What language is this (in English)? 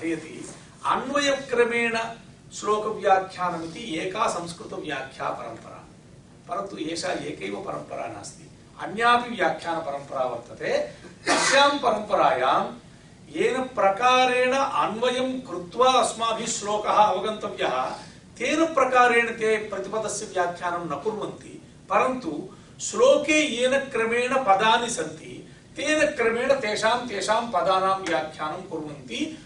Sanskrit